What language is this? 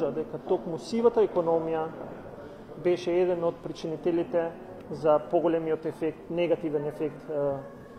Macedonian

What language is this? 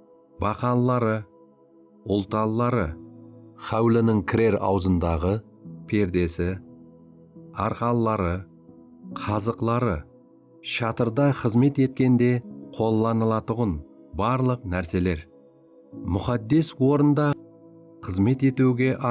Kara-Kalpak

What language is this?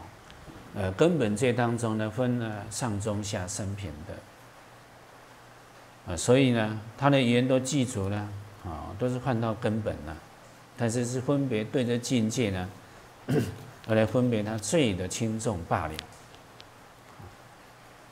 Chinese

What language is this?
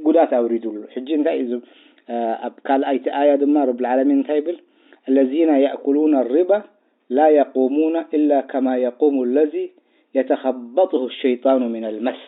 Tigrinya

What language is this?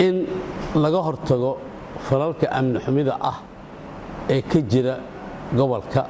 Somali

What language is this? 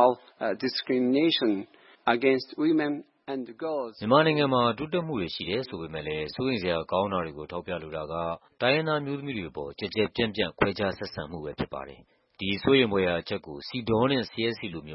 Burmese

